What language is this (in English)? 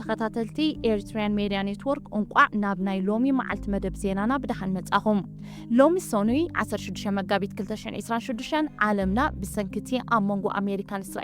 Tigrinya